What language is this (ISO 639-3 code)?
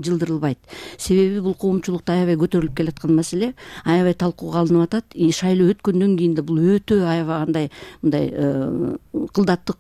kir